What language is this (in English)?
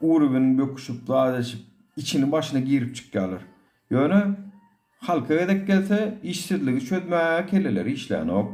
Turkmen